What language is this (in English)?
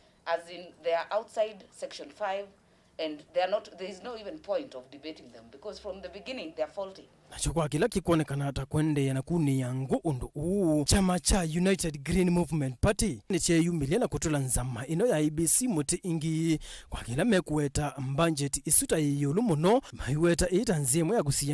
Kamba